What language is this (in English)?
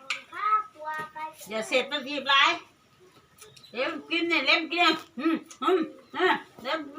Lao